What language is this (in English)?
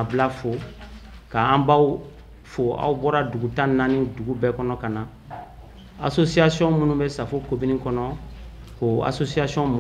Bambara